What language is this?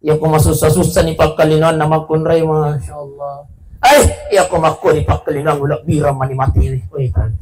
Buginese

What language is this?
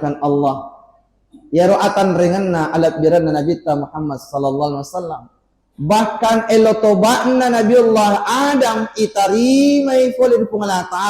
Buginese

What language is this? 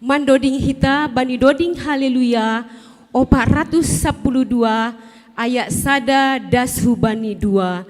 Batak Simalungun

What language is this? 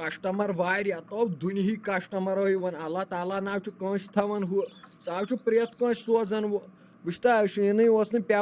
Kashmiri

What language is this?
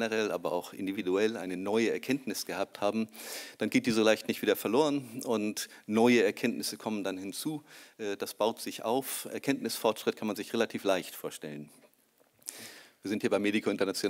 German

